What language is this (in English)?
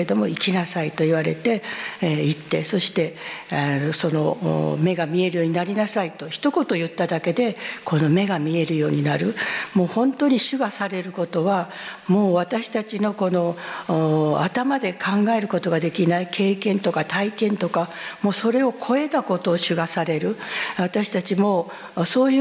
Japanese